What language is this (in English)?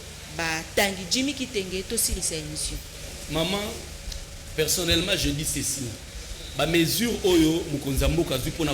Lingala